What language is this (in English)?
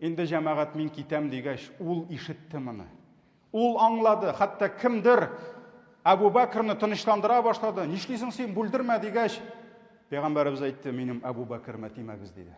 Tatar